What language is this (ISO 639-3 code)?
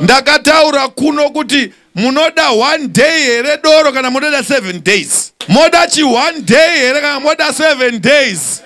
sna